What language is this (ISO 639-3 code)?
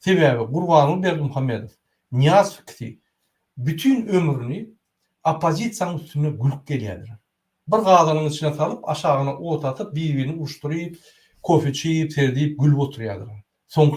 tuk